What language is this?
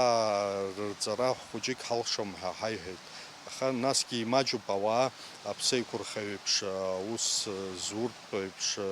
Abkhazian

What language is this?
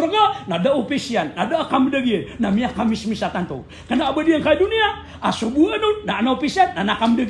Maranao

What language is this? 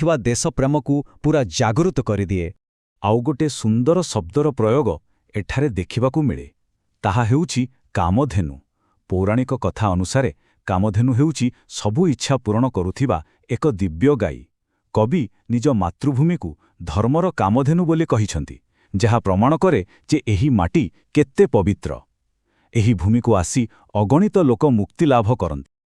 Odia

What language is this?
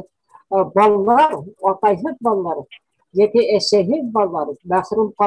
Bashkir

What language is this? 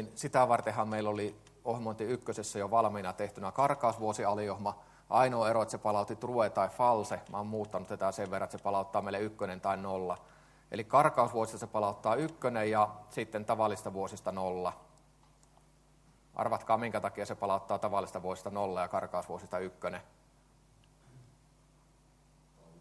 Finnish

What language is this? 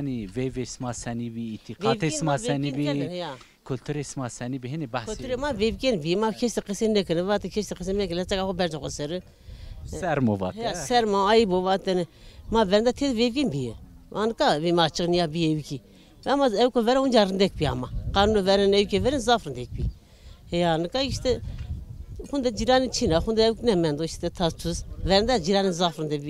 Zaza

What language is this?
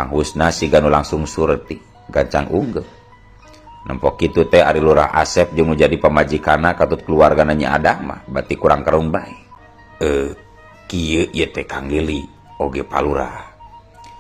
Sundanese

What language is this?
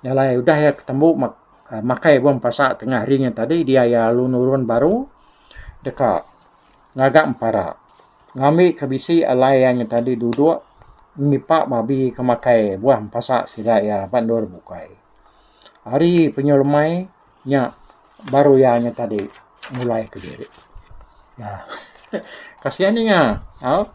Iban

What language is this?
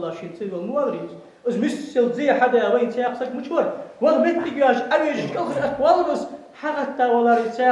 Ingush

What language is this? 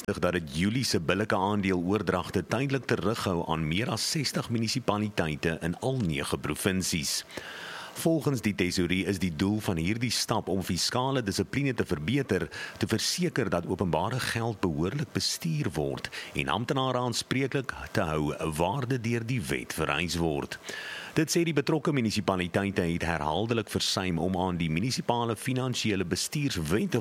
Afrikaans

